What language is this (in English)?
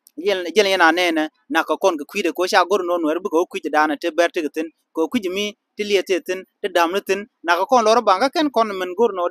Nuer